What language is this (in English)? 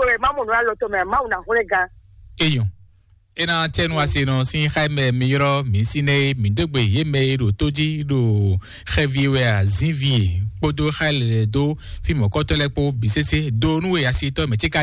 Fon